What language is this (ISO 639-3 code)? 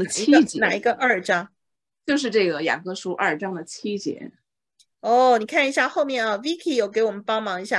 zho